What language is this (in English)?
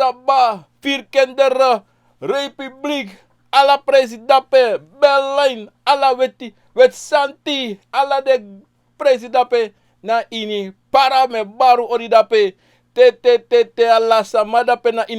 Sranan Tongo